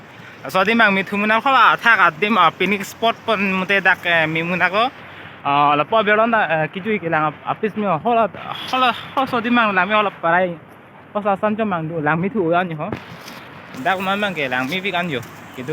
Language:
Karbi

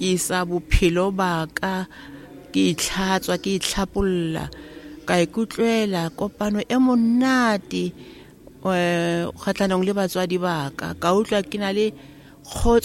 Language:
Tswana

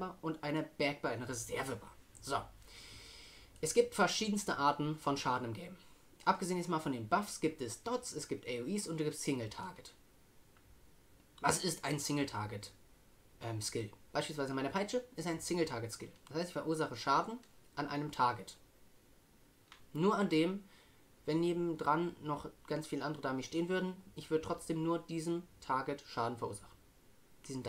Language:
German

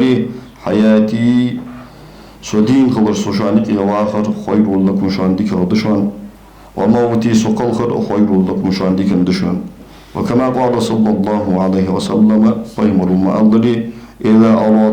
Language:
Ingush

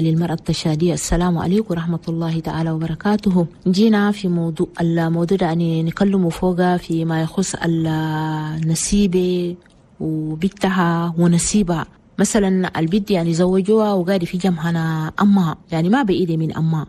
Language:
Chadian Arabic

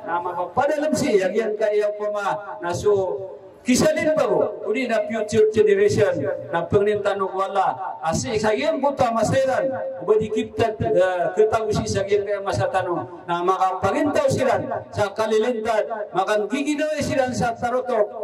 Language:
Maranao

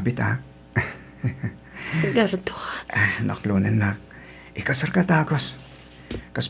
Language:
Iloko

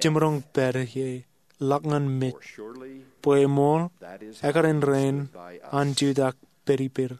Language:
Marshallese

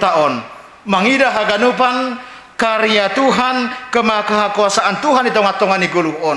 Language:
Batak Simalungun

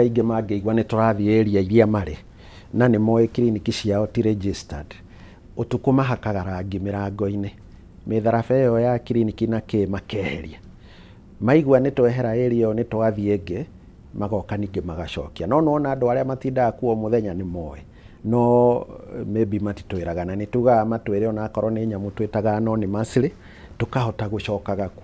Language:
Kikuyu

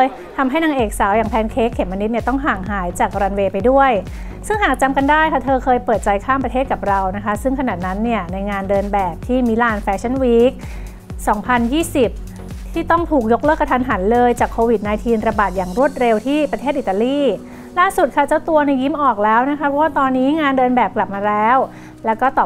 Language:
Thai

